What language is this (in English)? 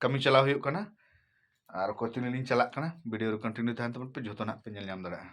Santali